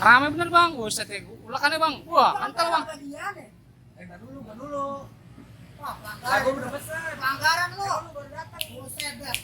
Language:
Betawi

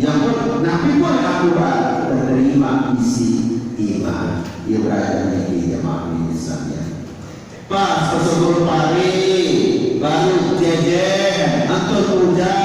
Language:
Sasak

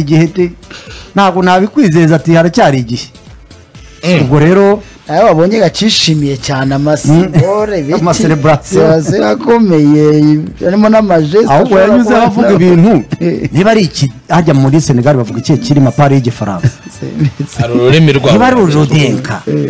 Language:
Kinyarwanda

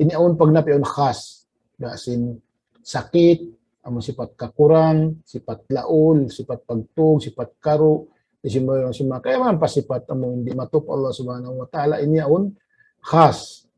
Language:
Tausug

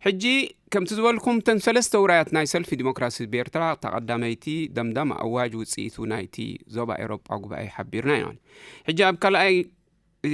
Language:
Tigrinya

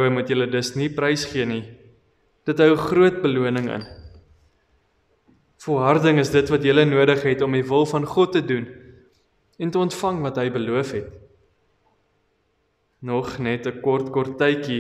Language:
Afrikaans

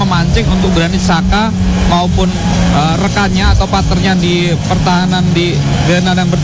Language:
Indonesian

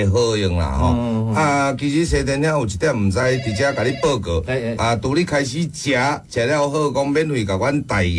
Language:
Min Nan Chinese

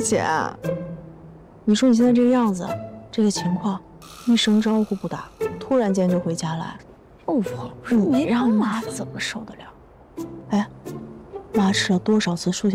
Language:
Chinese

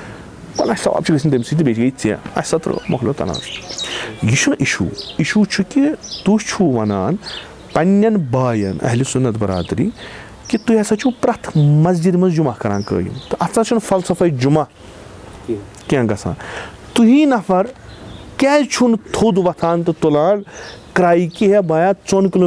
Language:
Kashmiri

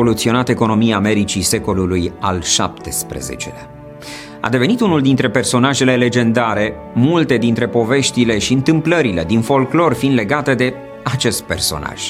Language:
Romanian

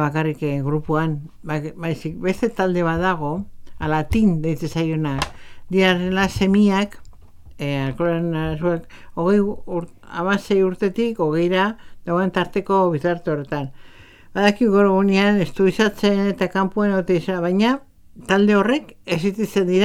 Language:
Basque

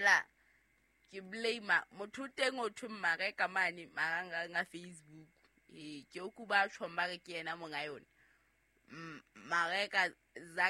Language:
Southern Sotho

